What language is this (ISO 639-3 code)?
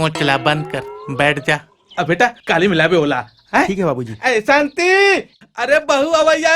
hne